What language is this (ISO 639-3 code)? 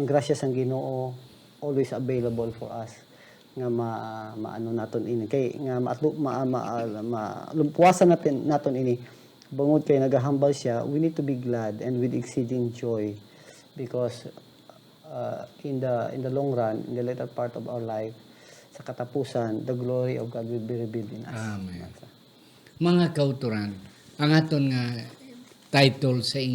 hil